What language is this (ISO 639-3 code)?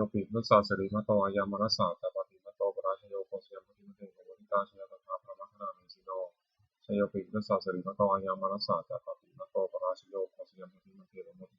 pli